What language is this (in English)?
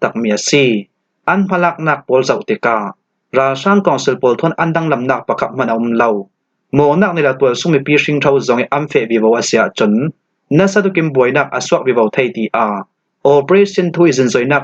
Falam Chin